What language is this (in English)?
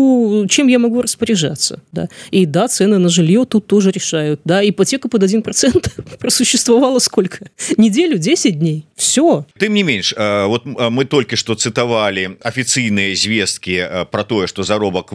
Belarusian